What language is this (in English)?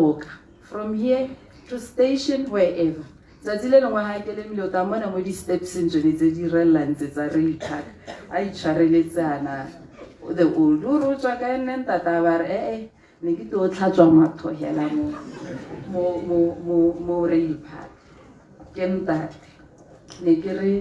Tswana